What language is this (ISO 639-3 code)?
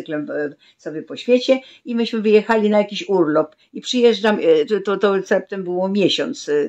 pol